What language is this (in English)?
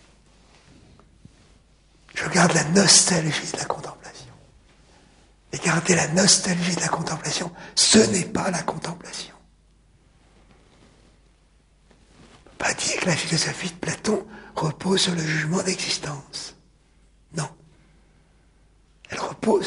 French